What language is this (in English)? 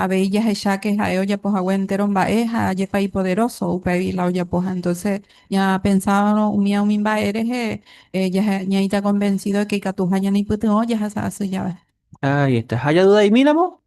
Guarani